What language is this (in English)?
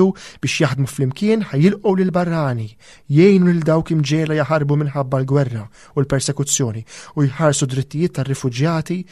Maltese